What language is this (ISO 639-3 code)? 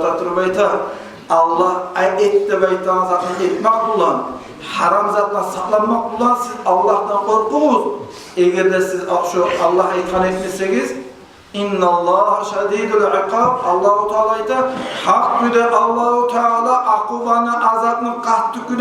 kum